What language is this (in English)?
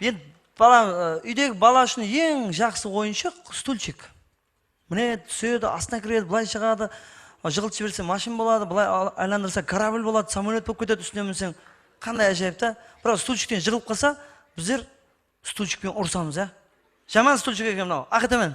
Kara-Kalpak